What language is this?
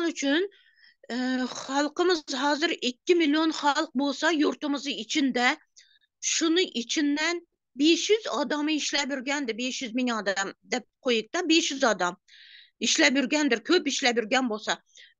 Turkmen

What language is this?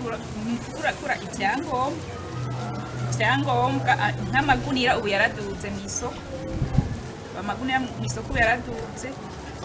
Rundi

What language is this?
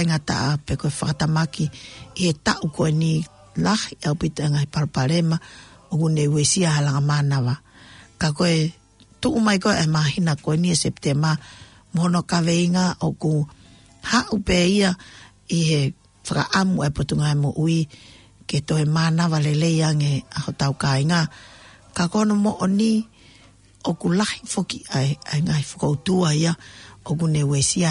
Tongan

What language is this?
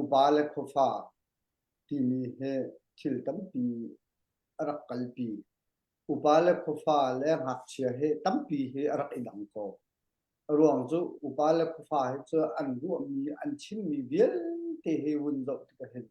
Hakha Chin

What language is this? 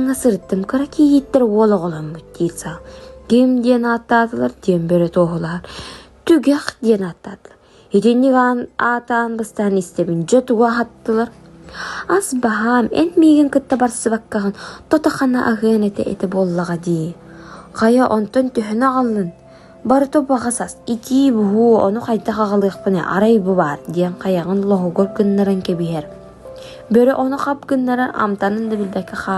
Yakut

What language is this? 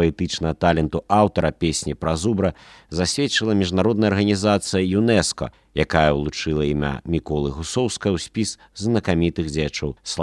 Belarusian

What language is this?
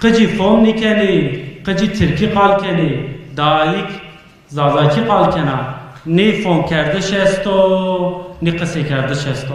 Zaza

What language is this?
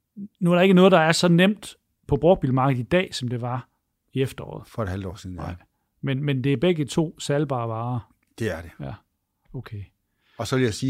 Danish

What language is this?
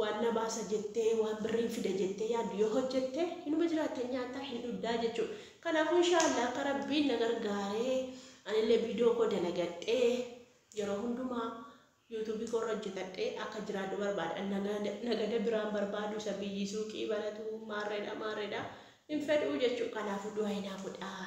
Oromo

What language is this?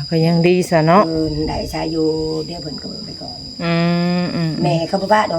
Northeastern Thai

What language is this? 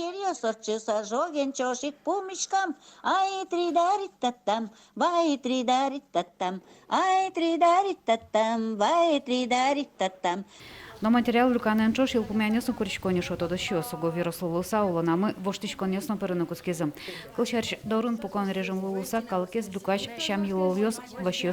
Udmurt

